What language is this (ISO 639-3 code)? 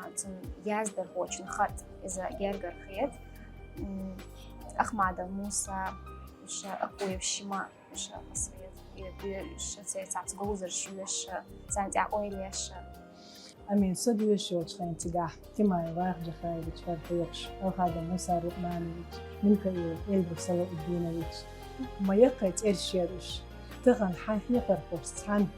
che